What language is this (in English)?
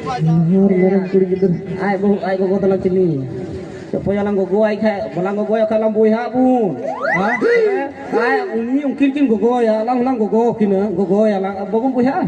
Santali